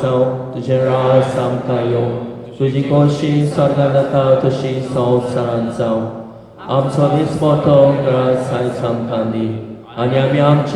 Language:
Konkani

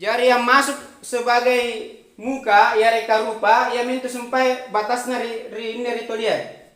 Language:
Makasar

